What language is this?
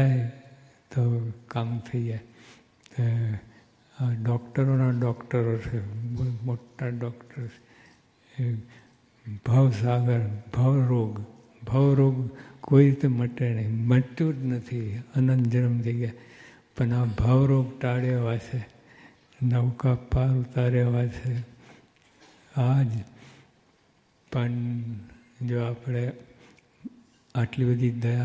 Gujarati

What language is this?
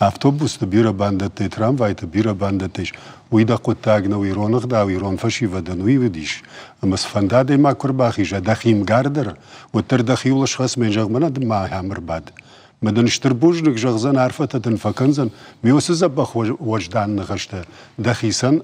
Ossetic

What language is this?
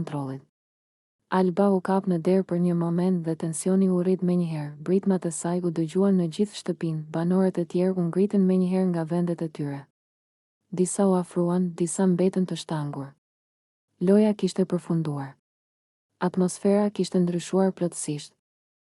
Albanian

